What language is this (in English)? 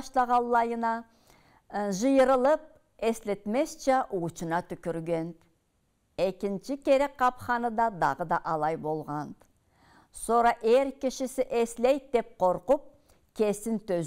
Karachay-Balkar